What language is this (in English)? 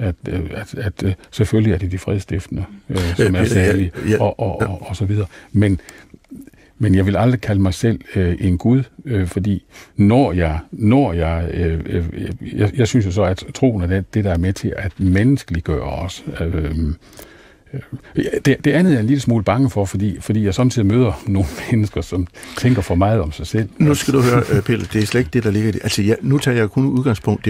Danish